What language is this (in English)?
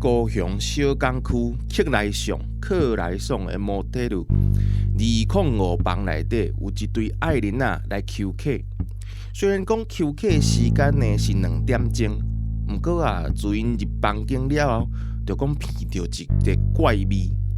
Min Nan Chinese